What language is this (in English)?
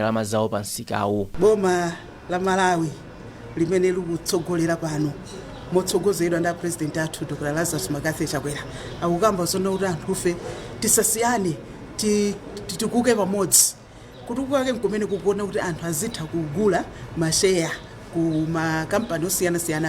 Nyanja